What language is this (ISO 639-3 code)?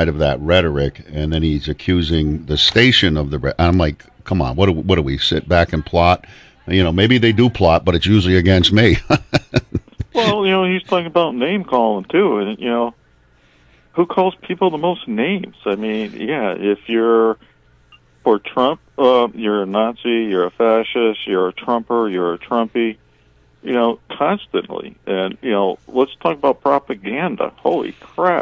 eng